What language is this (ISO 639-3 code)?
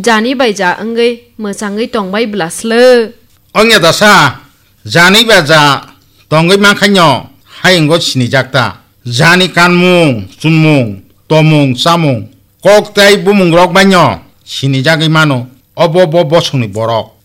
trp